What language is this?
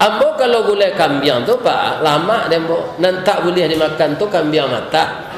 Minangkabau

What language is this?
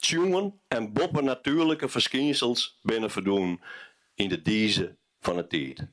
Western Frisian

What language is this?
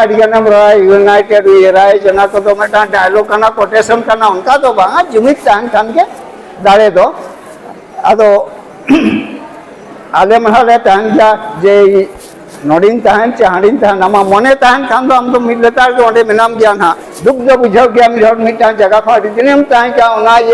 Santali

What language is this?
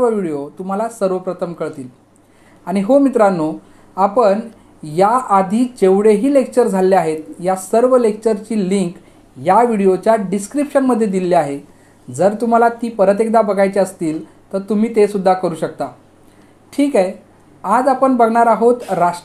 Marathi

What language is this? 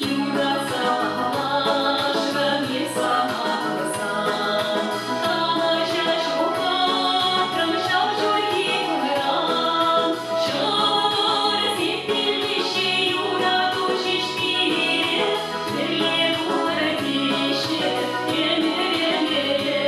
Chuvash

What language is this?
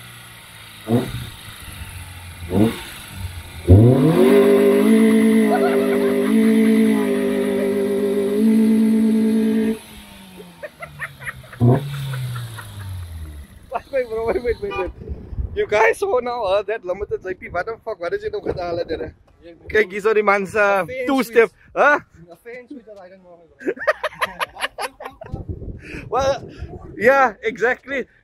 Afrikaans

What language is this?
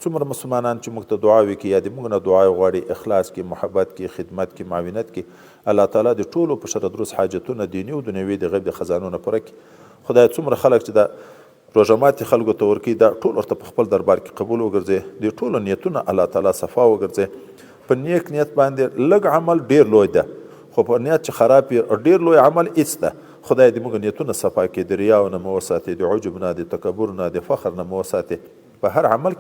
Pashto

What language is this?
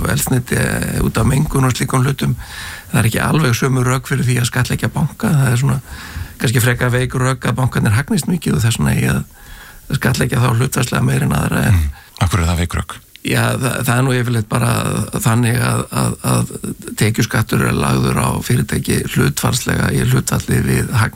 Icelandic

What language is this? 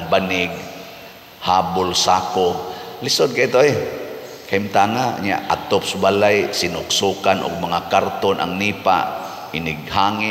Cebuano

